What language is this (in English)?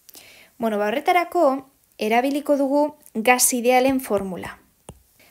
Basque